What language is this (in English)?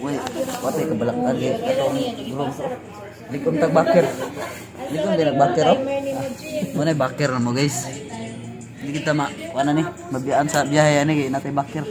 Cebuano